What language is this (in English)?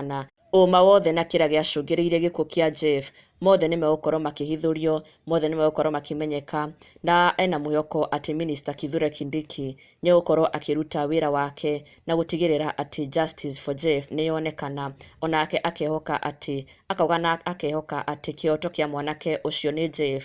Kikuyu